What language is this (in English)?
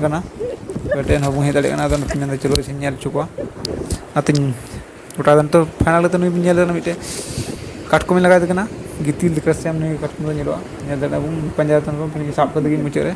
Santali